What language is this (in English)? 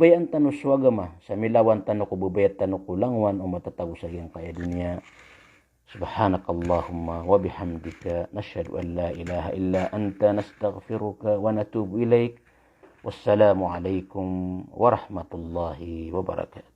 Maranao